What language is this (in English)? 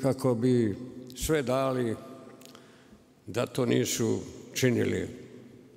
Serbian